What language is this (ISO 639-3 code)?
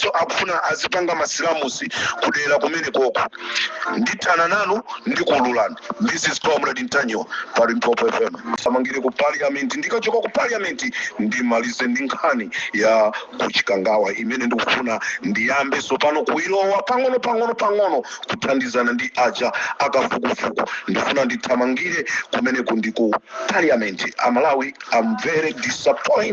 nya